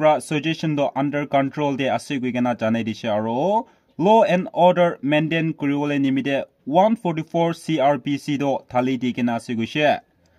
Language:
Naga Pidgin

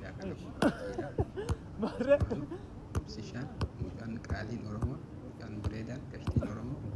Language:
Oromo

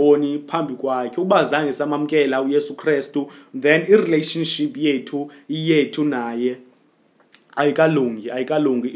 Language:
Xhosa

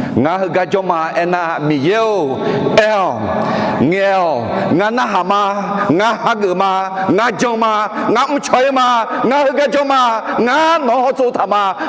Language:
Akha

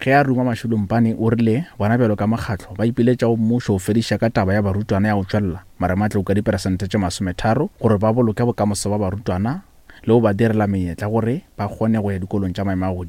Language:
Northern Sotho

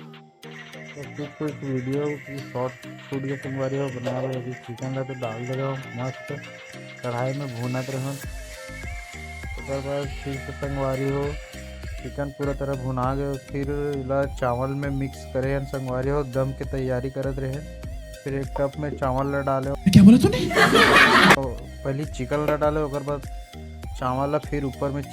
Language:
Chhattisgarhi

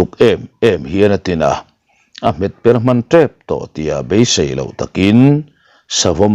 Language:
Mizo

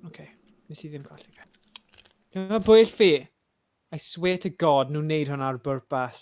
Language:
Welsh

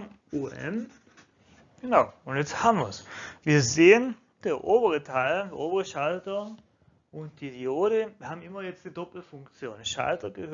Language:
German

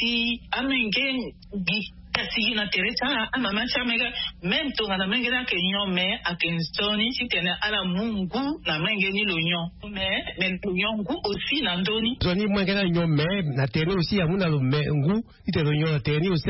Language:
Sango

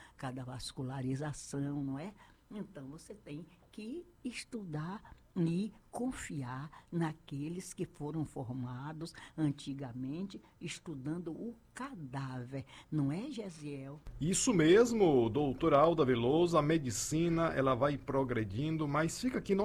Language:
Portuguese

